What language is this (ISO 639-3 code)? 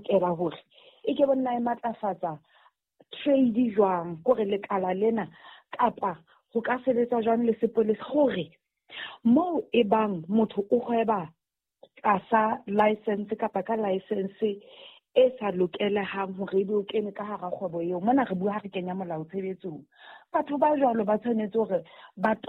sot